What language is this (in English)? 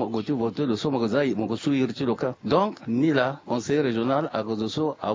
Sango